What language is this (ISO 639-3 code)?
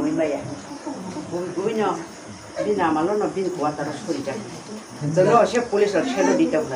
trp